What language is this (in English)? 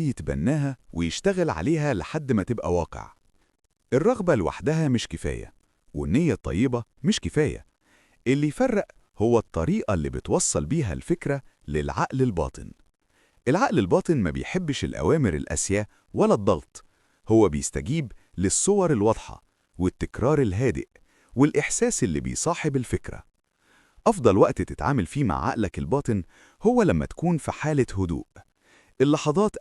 Egyptian Arabic